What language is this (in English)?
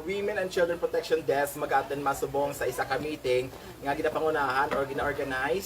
Hiligaynon